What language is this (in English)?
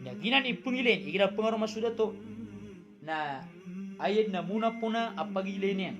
Maranao